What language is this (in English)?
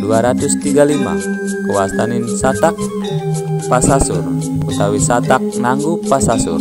Balinese